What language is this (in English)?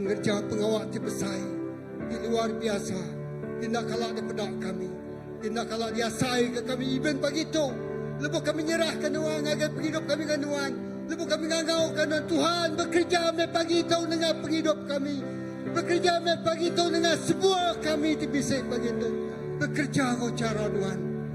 Iban